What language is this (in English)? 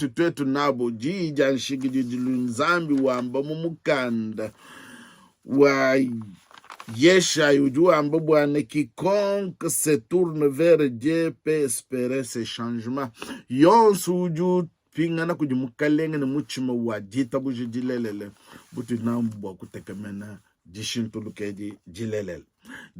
Luba-Lulua